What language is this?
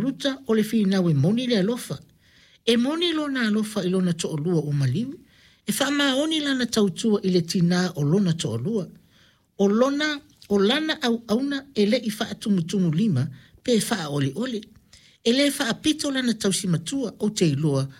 Samoan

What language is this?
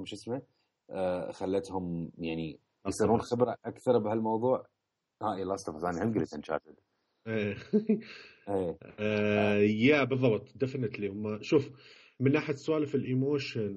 Mesopotamian Arabic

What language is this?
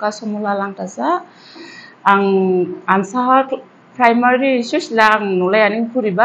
Dimasa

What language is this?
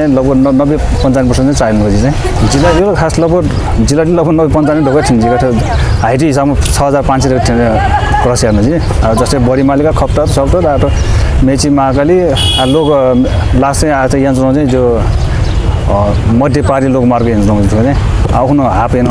Newari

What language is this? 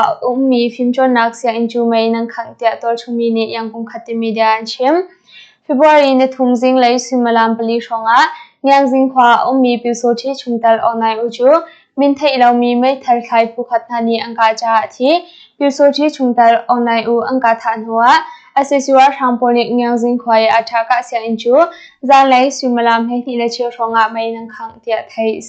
Hakha Chin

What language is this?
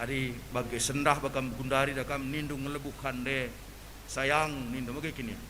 Batak Karo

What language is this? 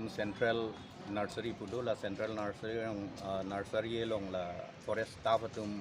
Karbi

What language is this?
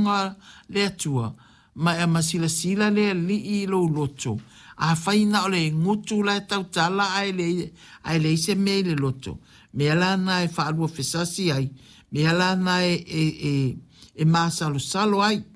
Samoan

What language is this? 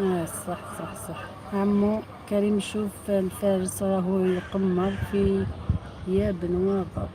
Algerian Arabic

